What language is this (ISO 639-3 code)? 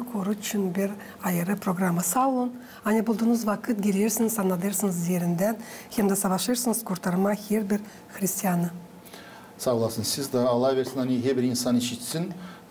gag